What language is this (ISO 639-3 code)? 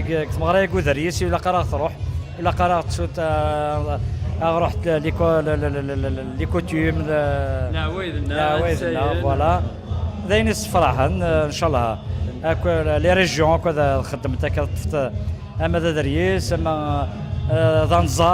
kab